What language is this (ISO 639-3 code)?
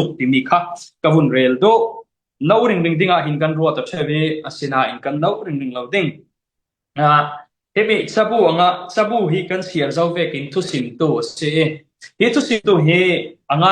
cfm